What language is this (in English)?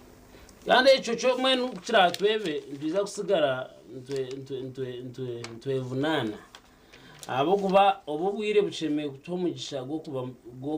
Nyankole